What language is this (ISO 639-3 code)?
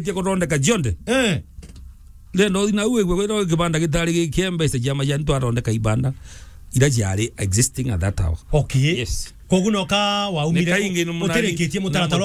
mer